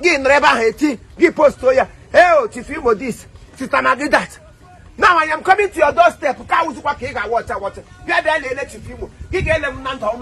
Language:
Igbo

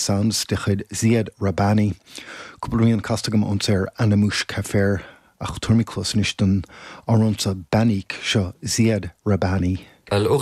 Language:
Irish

